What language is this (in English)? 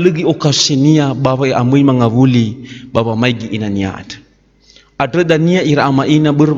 Nias